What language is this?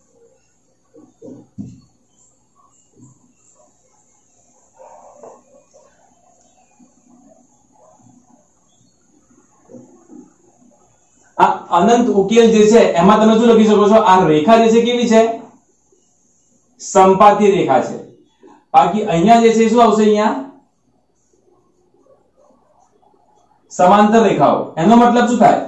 Gujarati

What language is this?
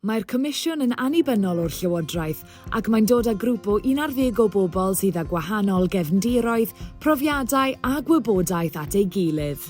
Welsh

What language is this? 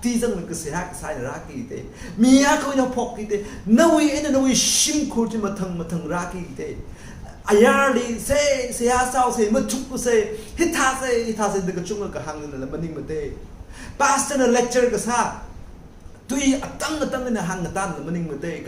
Tangkhul Naga (India)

